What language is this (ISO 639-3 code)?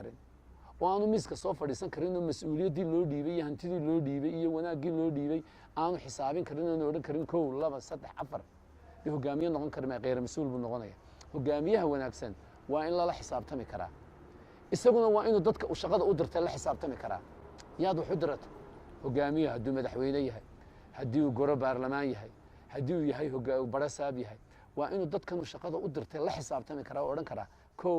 som